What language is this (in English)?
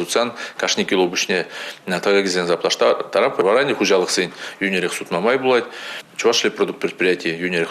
Chuvash